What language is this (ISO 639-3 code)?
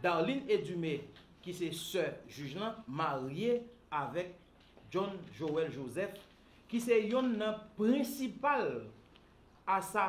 hat